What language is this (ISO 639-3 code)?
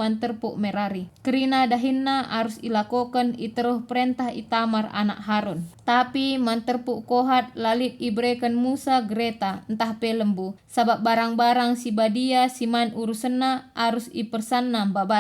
btx